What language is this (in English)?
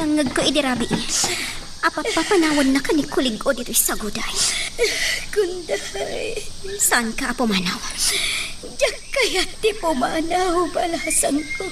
Iloko